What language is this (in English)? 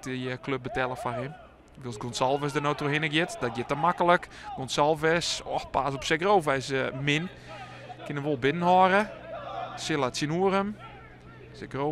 Western Frisian